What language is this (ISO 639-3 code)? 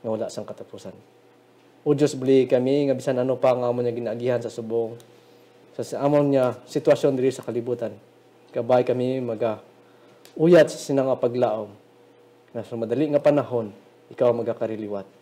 hil